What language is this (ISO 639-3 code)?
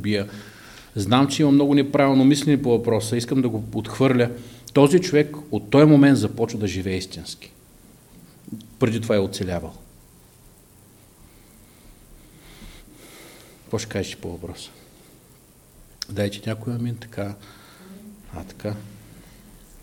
bul